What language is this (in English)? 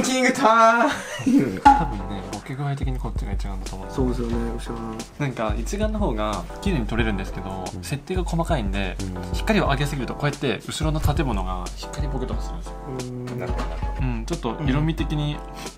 Japanese